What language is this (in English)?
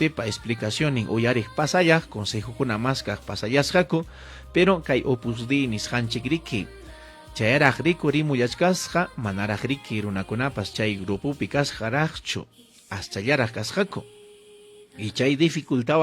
Ayacucho Quechua